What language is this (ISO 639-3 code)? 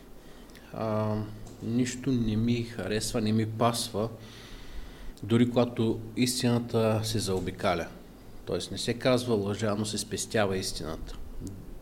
bul